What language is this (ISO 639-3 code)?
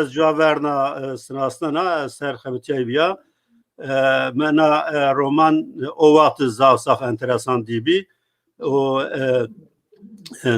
zza